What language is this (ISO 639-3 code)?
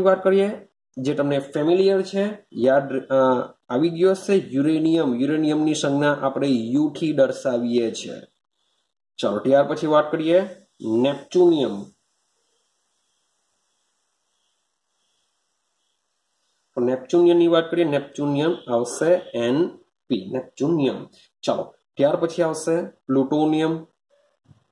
guj